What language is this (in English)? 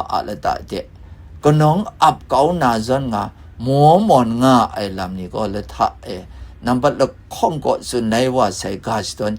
Kachin